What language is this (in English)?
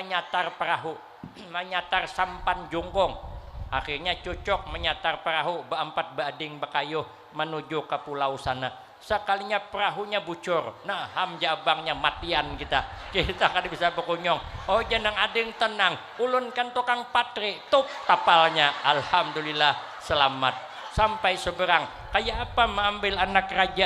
Banjar